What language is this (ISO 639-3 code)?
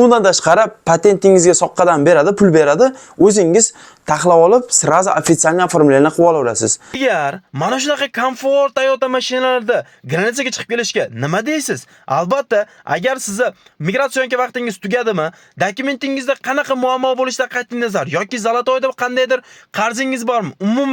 uzb